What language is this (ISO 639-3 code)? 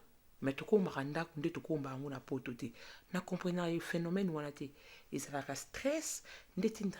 lin